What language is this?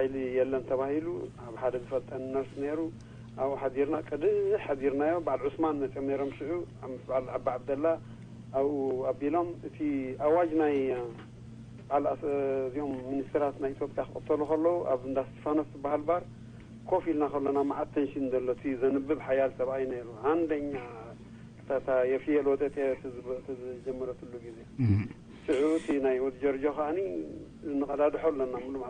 Tigrinya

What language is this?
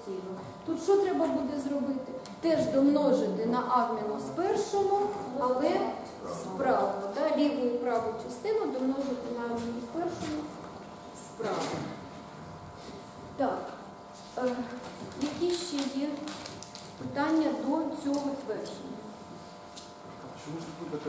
Ukrainian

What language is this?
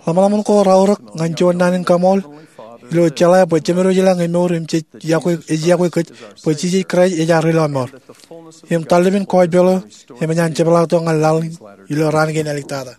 Marshallese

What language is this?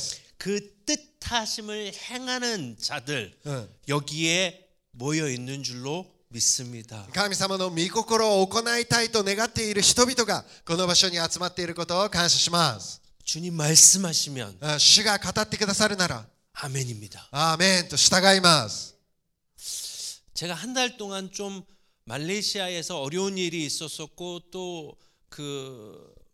Korean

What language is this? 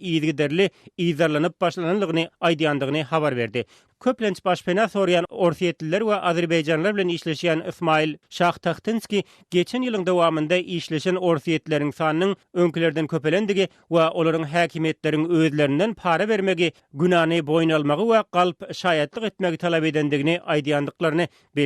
Turkmen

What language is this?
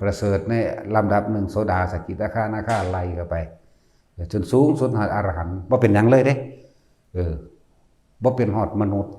Northeastern Thai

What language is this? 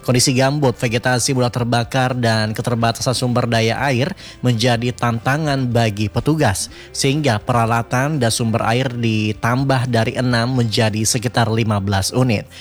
Indonesian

